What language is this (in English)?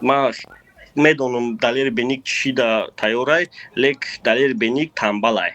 Tajik